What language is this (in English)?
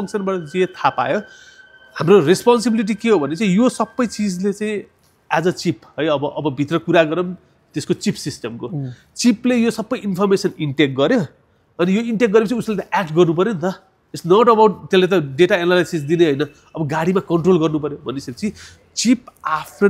Nepali